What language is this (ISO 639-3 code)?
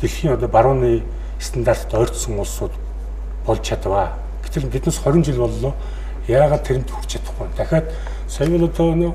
mon